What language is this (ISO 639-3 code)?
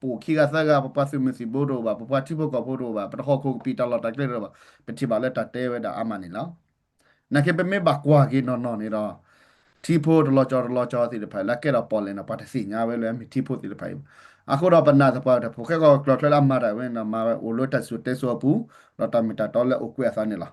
ksw